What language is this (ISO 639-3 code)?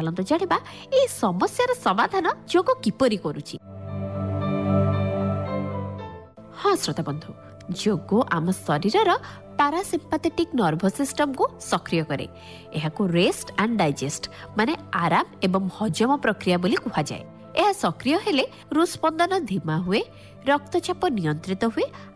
ori